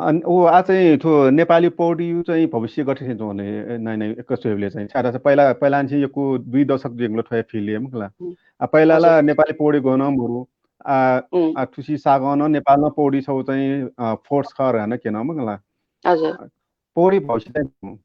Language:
Newari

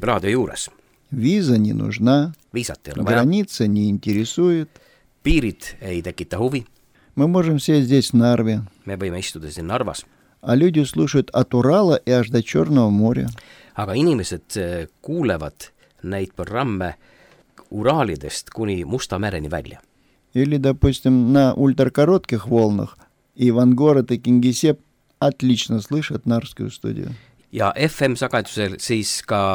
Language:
Estonian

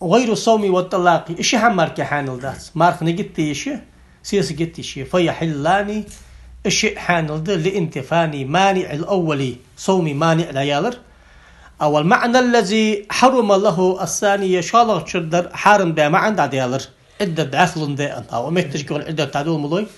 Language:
Ingush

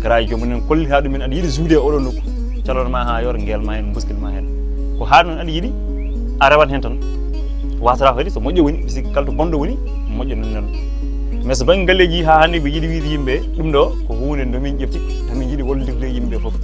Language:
Fula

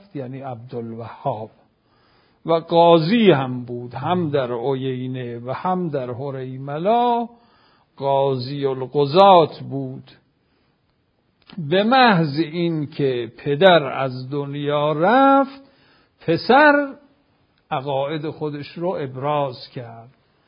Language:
Persian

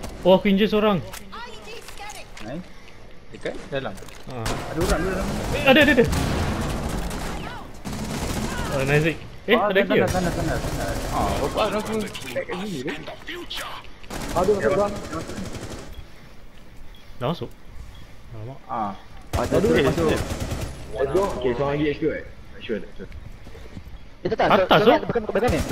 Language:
Malay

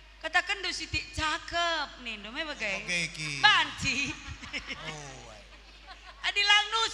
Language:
Batak Karo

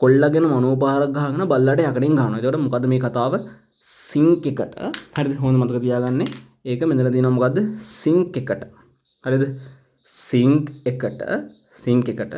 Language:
Sinhala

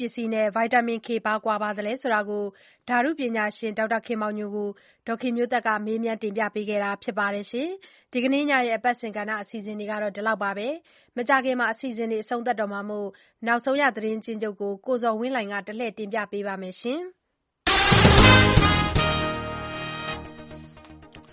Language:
Burmese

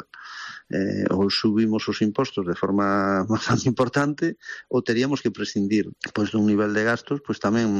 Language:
Galician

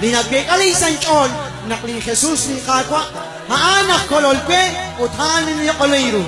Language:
Kekchí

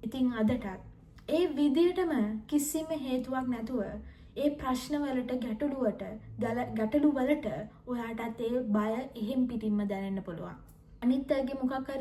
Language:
Sinhala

